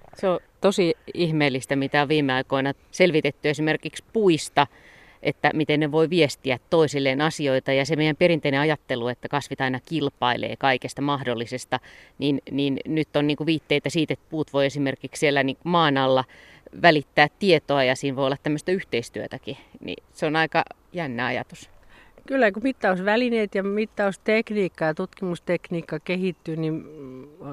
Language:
Finnish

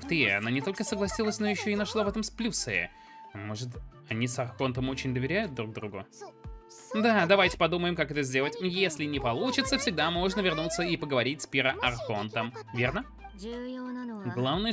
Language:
Russian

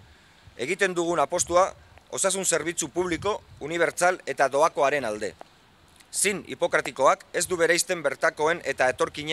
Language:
Basque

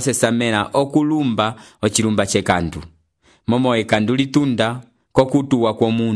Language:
Umbundu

